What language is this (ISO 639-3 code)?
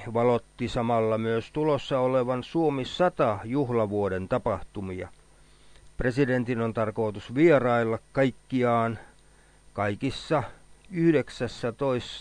fin